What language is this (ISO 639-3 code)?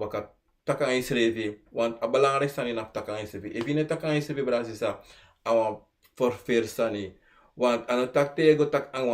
srn